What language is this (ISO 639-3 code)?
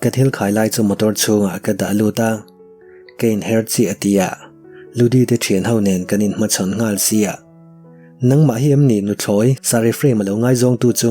lus